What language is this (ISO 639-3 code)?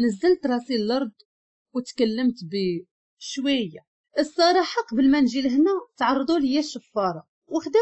ary